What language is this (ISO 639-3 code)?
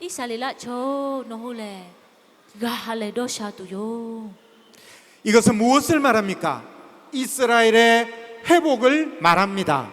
lhu